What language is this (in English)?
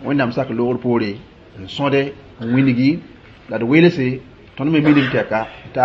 Mossi